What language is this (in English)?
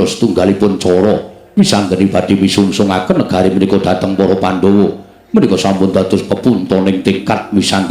Javanese